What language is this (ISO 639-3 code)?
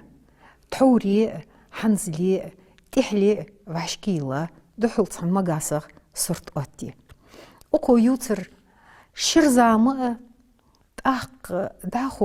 inh